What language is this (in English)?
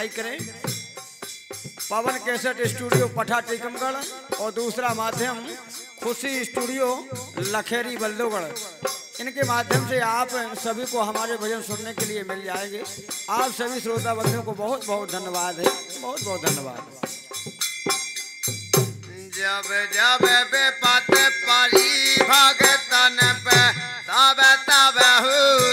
Bundeli